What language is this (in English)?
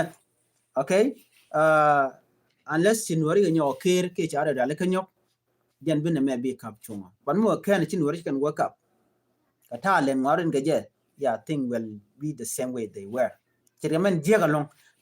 Nuer